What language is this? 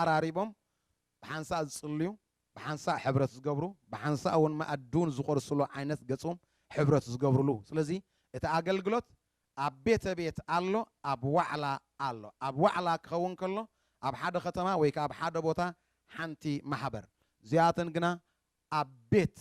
Tigrinya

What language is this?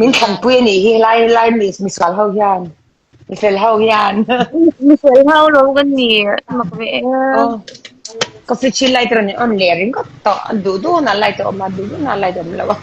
Mizo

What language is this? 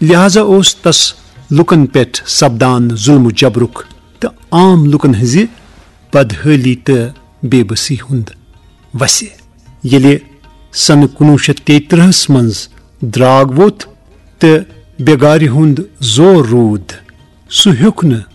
Kashmiri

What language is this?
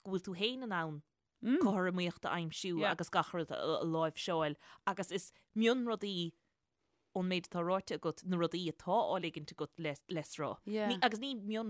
Irish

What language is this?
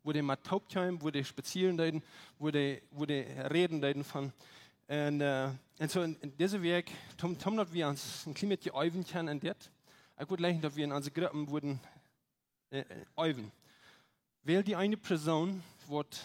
Plautdietsch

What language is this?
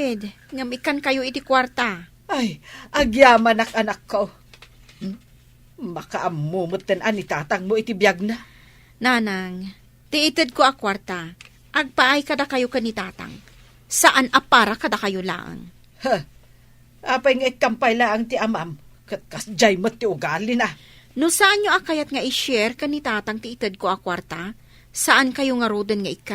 Iloko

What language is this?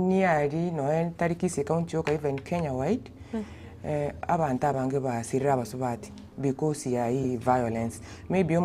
Gusii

